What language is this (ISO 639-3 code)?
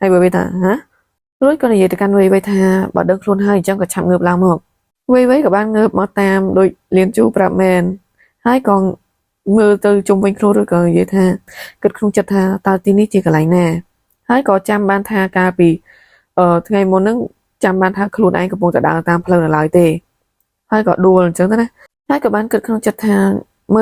khm